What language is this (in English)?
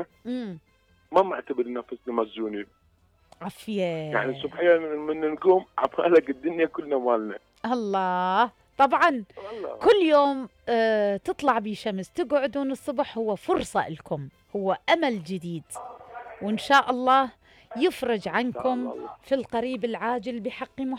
Mesopotamian Arabic